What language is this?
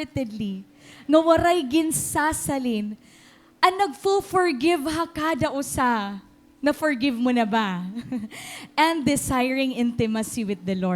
Waray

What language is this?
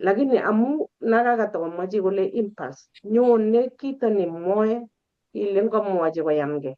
Kalenjin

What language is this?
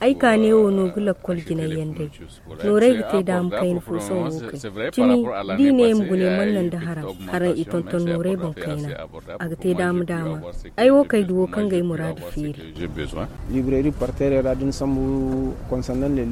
Zarma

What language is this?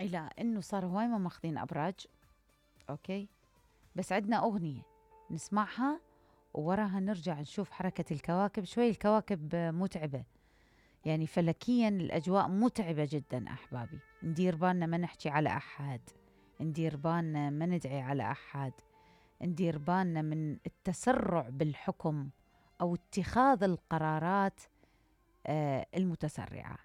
Mesopotamian Arabic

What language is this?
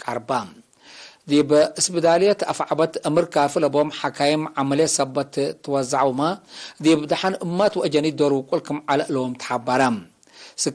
Tigre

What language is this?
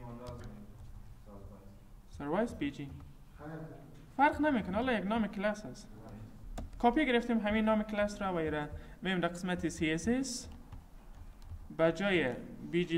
Persian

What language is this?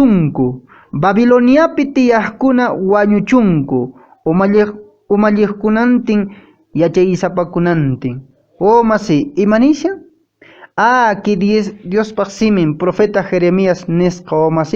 Quechua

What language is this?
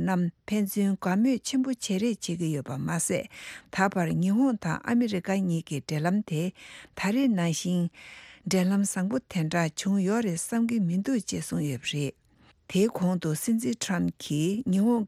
Tibetan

